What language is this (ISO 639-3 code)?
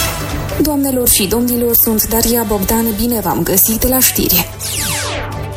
ron